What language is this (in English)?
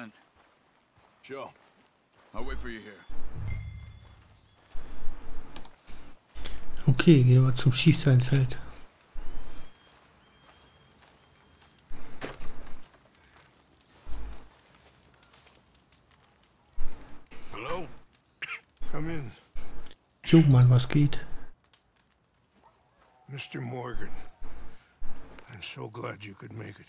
English